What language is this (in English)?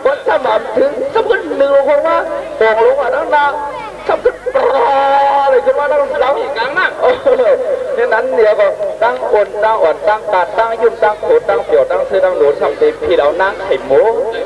Shan